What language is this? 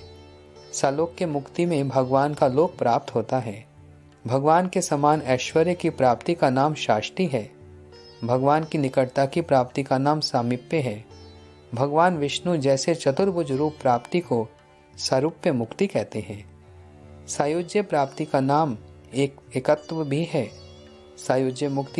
Hindi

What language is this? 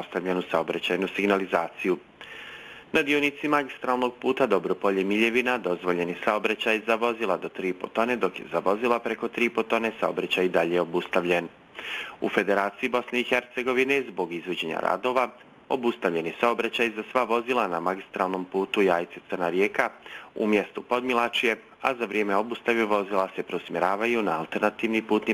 Bosnian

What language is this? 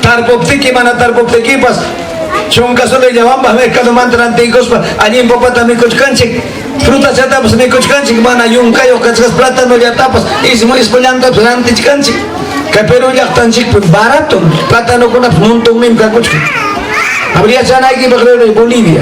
Ayacucho Quechua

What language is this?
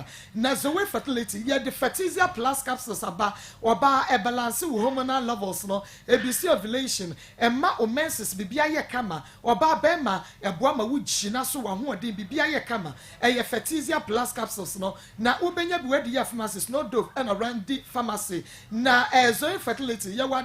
Akan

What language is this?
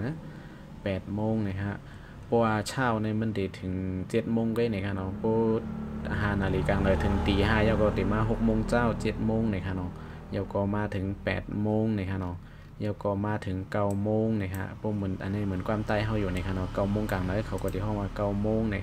Shan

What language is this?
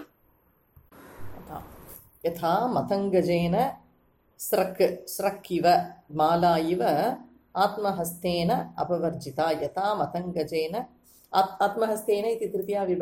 Sanskrit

